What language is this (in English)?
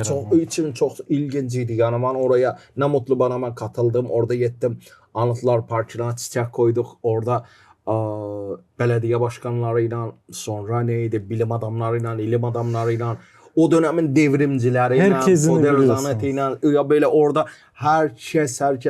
Gagauz